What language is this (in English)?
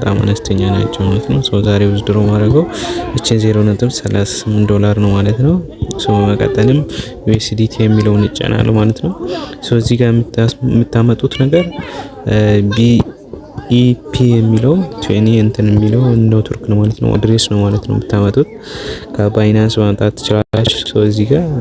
Amharic